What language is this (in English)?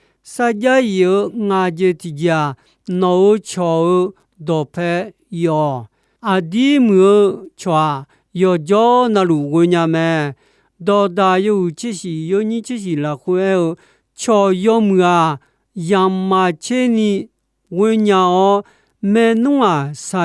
Akha